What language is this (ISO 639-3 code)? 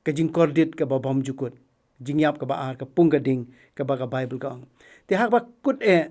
kha